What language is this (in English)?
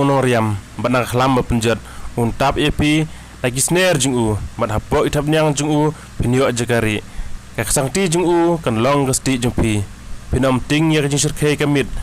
Khasi